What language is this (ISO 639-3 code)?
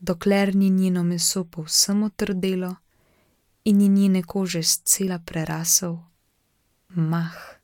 slv